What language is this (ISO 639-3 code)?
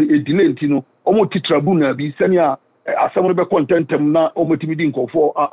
aka